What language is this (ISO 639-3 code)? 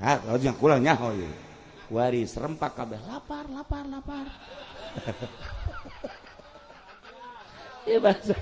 sun